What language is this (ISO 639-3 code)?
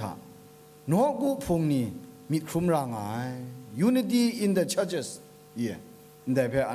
kac